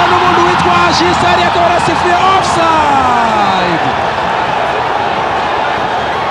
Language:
Kinyarwanda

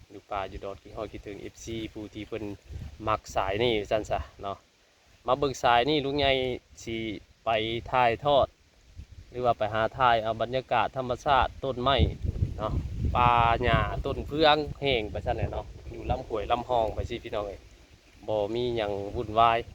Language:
Northeastern Thai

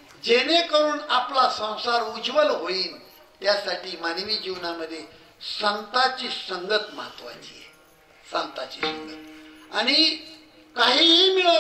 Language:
Marathi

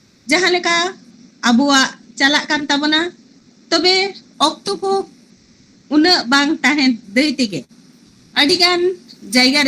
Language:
Santali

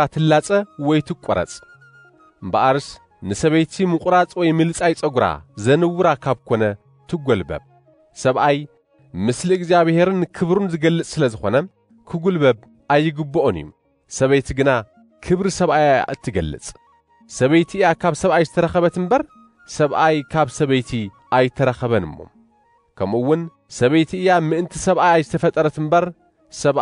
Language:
Tigrinya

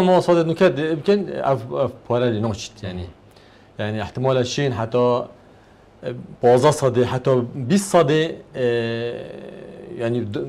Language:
Kurdish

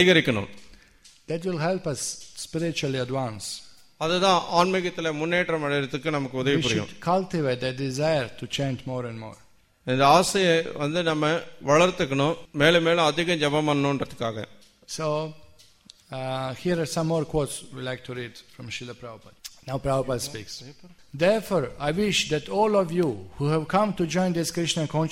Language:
Tamil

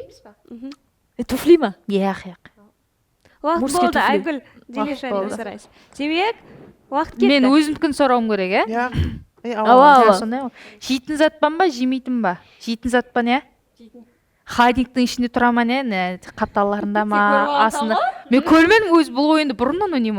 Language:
Kara-Kalpak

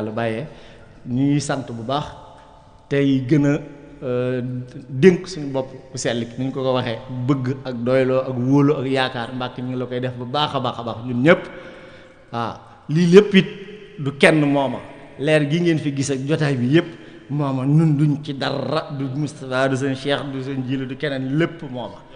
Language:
Wolof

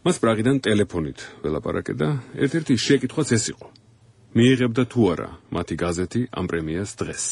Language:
Georgian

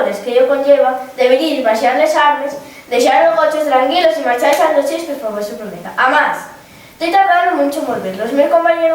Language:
Asturian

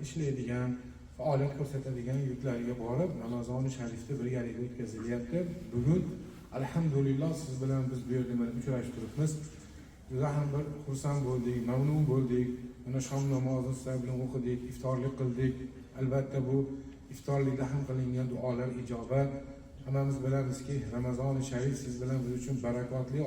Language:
Uzbek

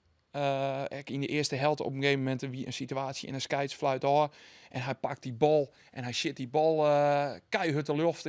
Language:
Western Frisian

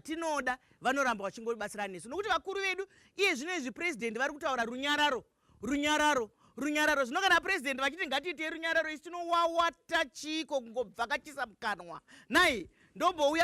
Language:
Shona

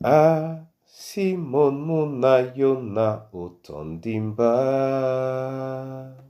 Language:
Duala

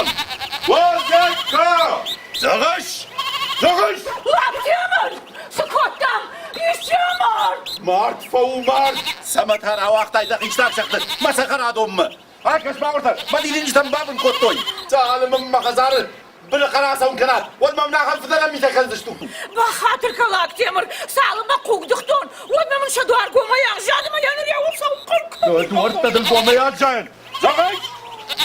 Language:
Ossetic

